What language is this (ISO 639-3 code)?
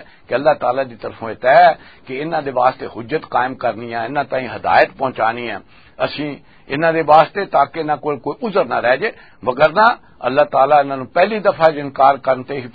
lah